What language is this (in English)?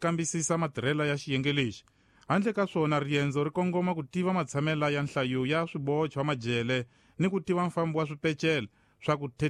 Tsonga